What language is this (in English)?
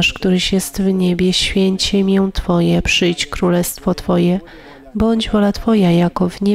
Polish